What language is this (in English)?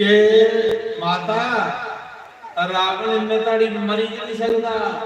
Dogri